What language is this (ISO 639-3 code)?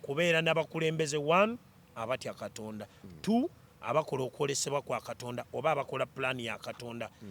lug